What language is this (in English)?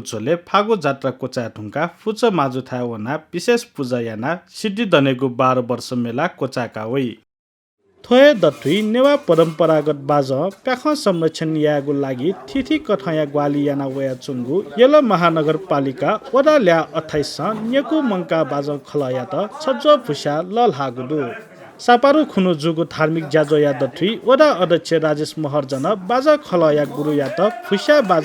Newari